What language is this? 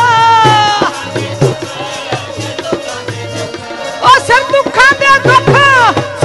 Punjabi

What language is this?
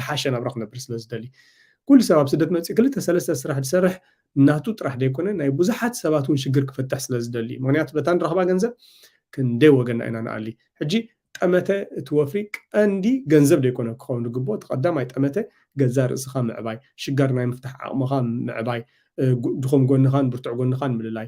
Tigrinya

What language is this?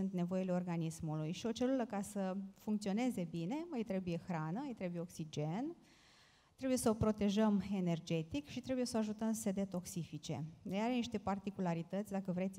Romanian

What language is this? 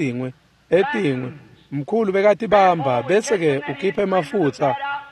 Swati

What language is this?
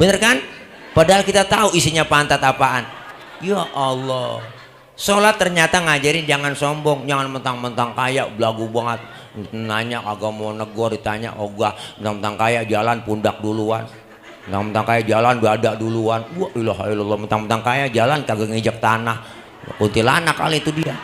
Betawi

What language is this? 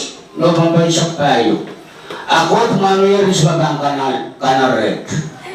Pohnpeian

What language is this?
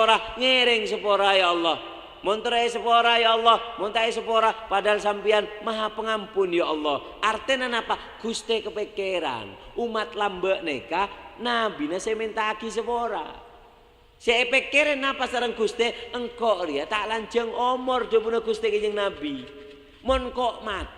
Madurese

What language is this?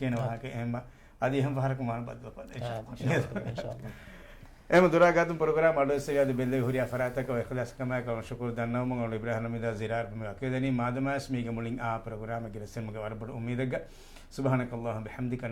Divehi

